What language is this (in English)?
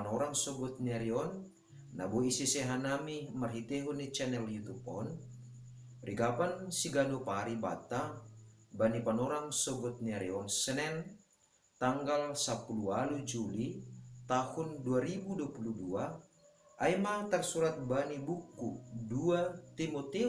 Batak Simalungun